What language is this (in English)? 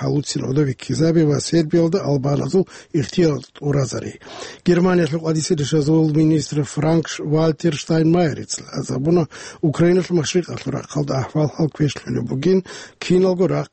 Avaric